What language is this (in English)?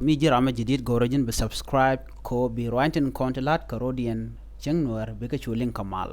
Nuer